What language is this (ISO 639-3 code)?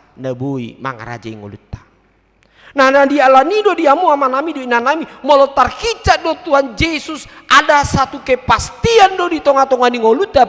bbc